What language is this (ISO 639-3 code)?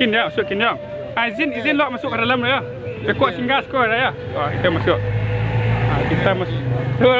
min